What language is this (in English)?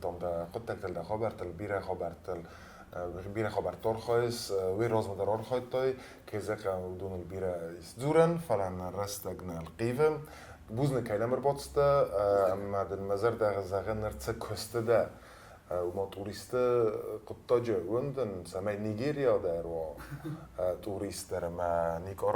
Ossetic